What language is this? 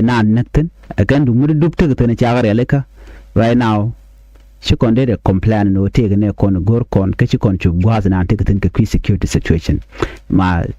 Nuer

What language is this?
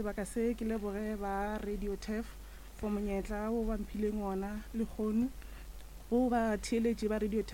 Northern Sotho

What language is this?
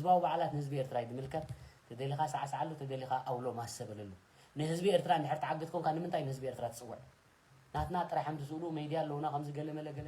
Tigrinya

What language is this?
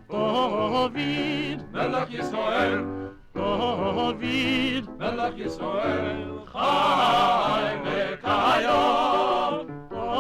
Yiddish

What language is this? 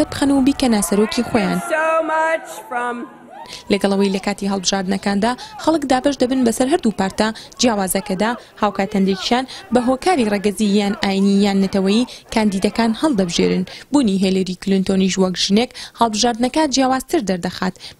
Central Kurdish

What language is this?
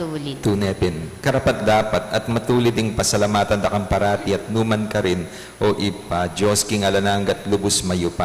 Pampanga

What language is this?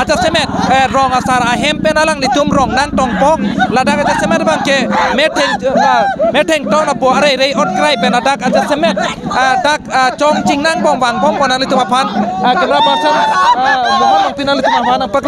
Karbi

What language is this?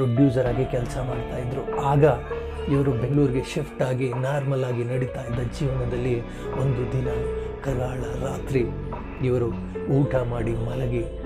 Kannada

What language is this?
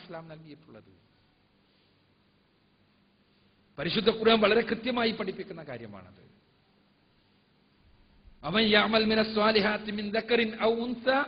Malayalam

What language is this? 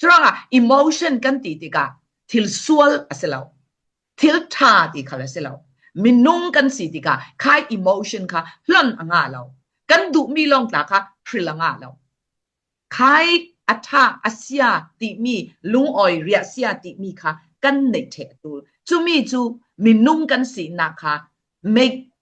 Falam Chin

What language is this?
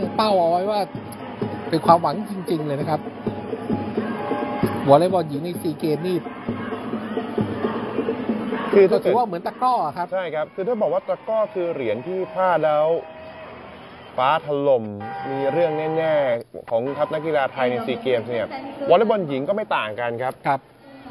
Thai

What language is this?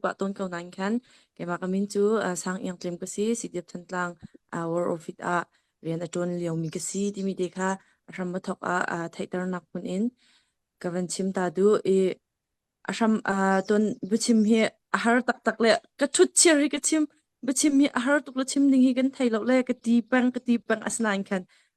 Hakha Chin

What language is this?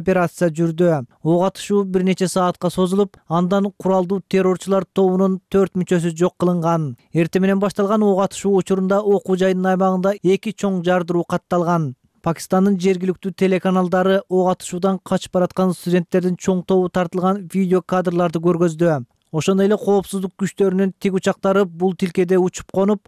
Kyrgyz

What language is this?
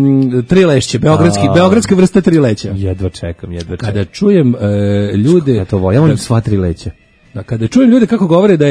Serbian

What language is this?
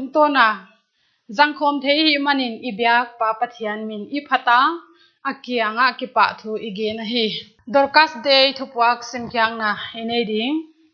Paite Chin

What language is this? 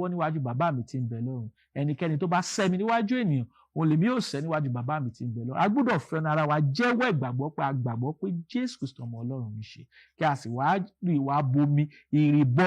Yoruba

